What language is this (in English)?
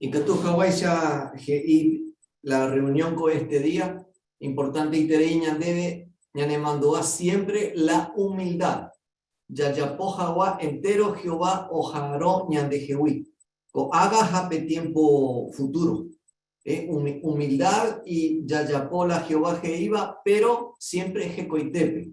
Guarani